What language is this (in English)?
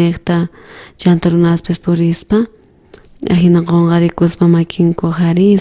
South Bolivian Quechua